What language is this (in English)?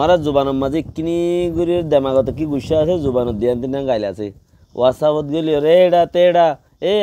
Rohingya